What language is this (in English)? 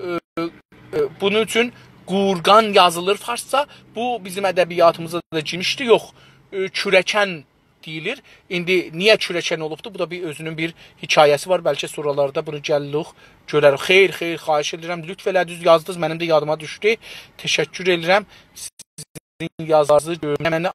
South Azerbaijani